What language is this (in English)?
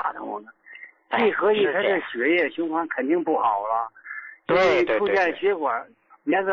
Chinese